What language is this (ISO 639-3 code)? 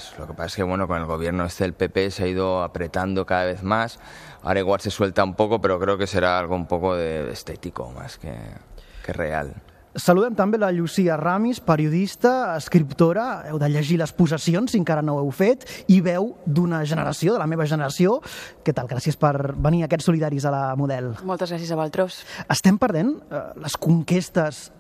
cat